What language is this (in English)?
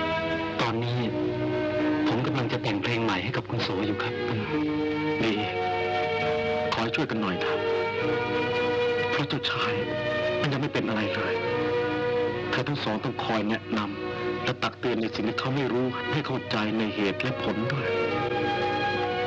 Thai